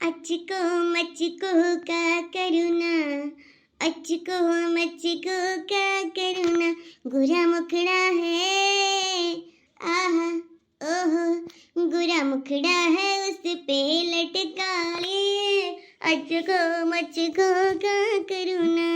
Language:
Awadhi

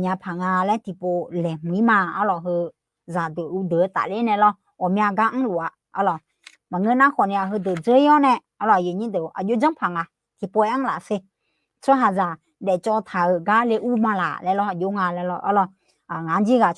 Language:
Akha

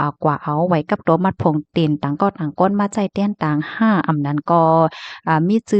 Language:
Shan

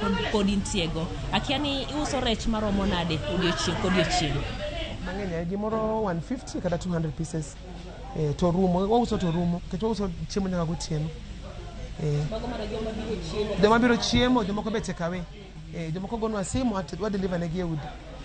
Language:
Luo (Kenya and Tanzania)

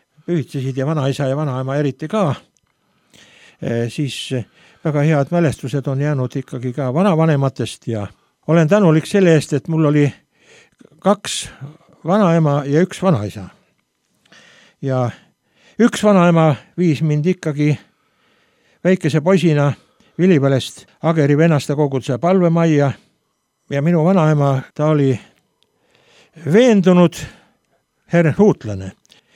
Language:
Estonian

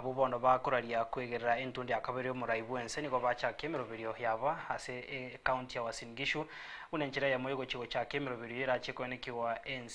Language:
Gusii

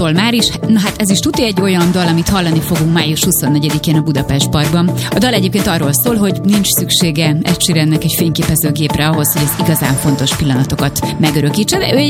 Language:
Hungarian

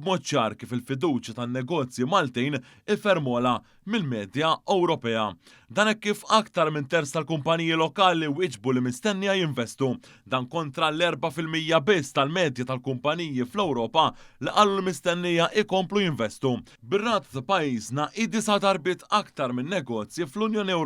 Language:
Maltese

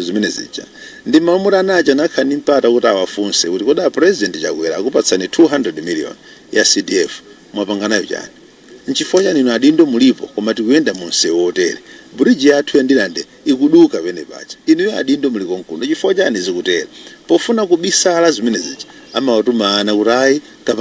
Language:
Nyanja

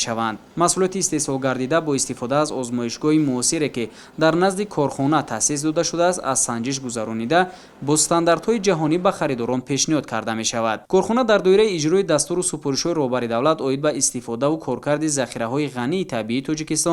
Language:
Tajik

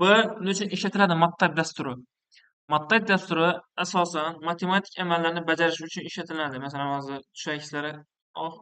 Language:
Uzbek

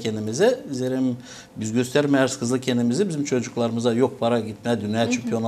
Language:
Gagauz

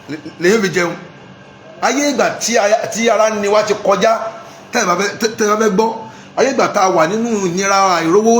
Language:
Yoruba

